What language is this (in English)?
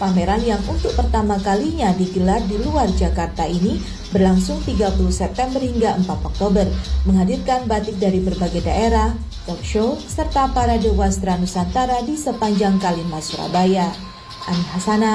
Indonesian